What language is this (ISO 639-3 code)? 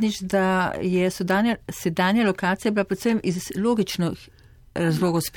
slv